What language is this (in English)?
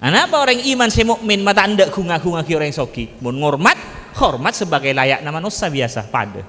Madurese